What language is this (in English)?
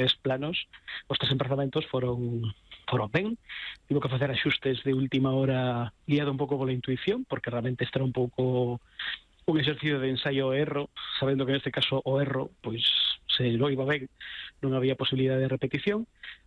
Galician